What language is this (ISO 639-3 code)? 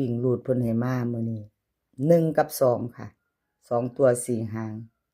tts